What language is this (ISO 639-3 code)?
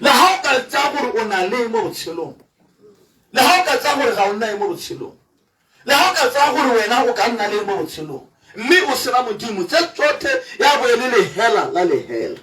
tsn